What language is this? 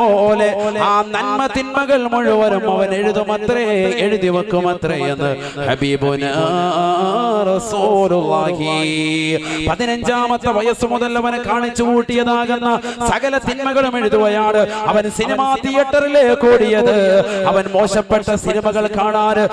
Malayalam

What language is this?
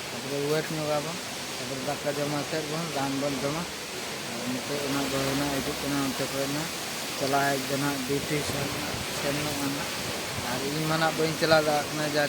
Santali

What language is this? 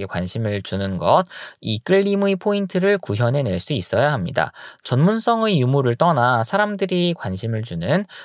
Korean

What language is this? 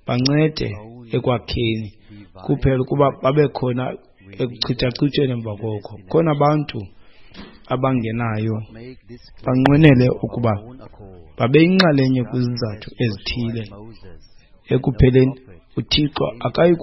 Xhosa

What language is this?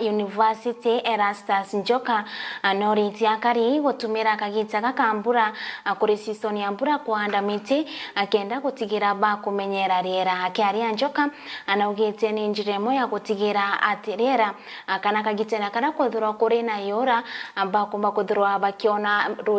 Meru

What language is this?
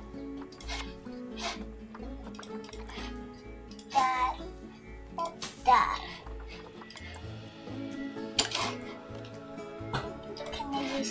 Swedish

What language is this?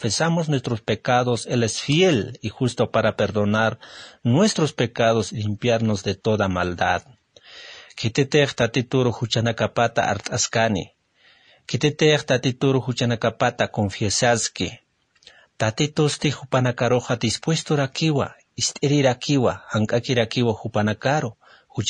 Aymara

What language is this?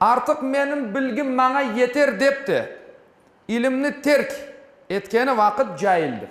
Crimean Tatar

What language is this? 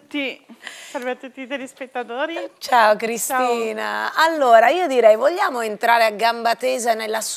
Italian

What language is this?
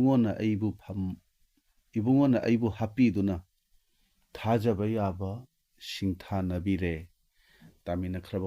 Manipuri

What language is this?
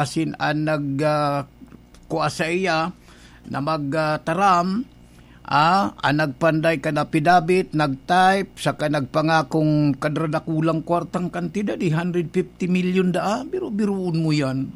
Bikol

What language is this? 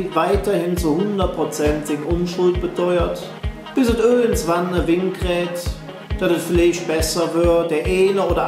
Colognian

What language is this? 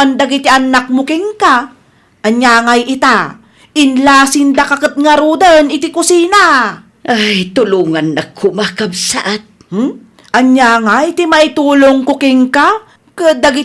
Iloko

